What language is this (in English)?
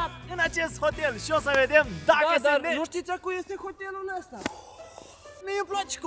Romanian